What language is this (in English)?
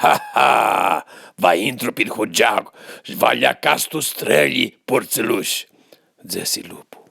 Aromanian